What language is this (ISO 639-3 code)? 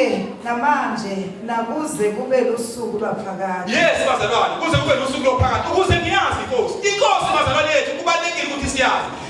zul